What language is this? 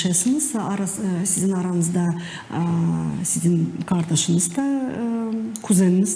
Gagauz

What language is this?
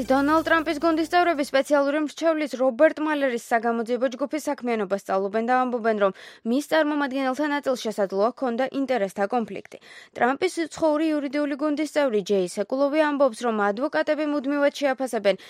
Georgian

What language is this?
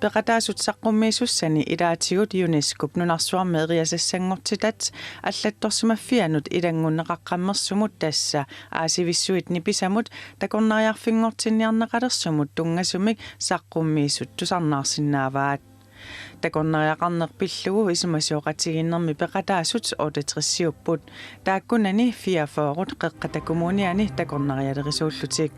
Kalaallisut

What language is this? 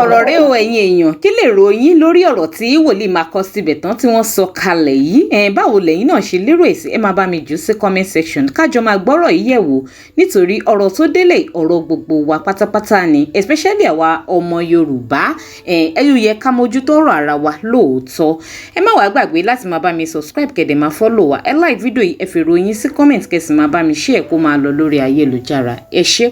Yoruba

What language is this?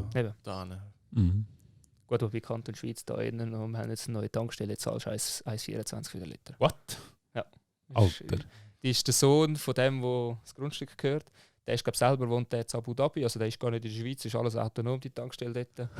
Swiss German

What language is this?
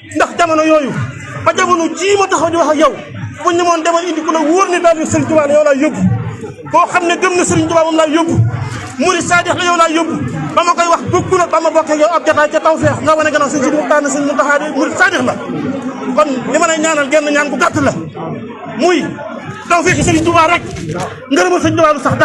Wolof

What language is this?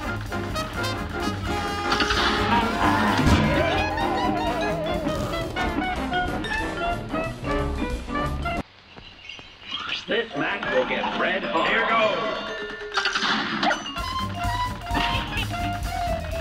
Filipino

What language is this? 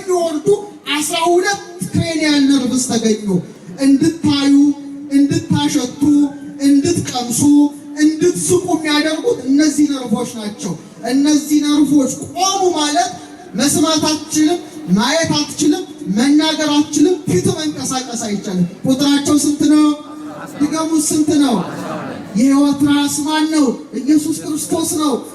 Amharic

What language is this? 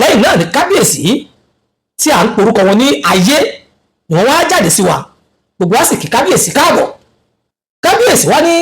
Yoruba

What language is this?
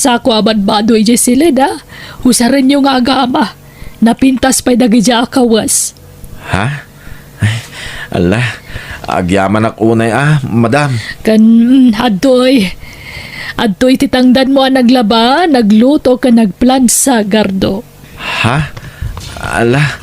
Iloko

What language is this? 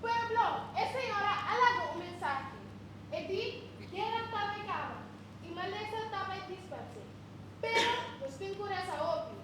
Papiamento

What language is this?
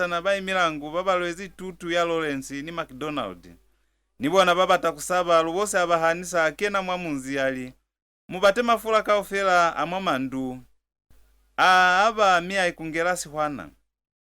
Lozi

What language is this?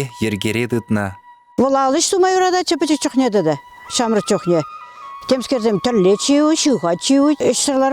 Chuvash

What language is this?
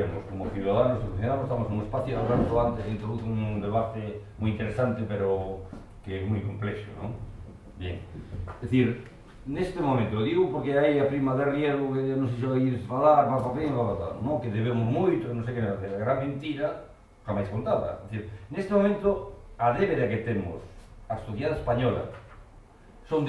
Galician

